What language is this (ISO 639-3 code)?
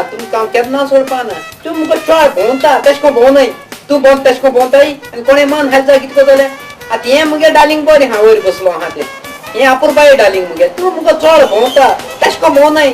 kok